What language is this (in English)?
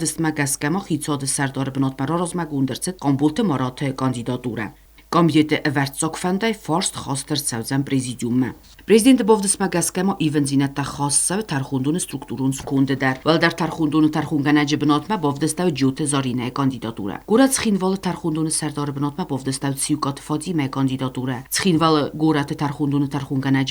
Ossetic